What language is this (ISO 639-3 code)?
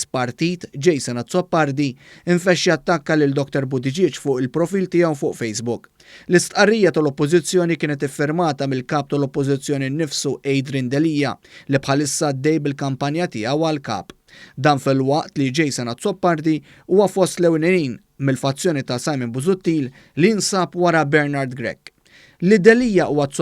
mlt